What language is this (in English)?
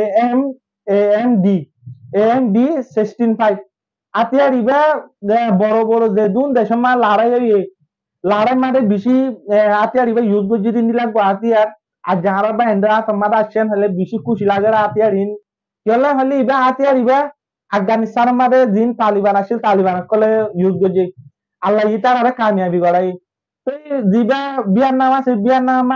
Rohingya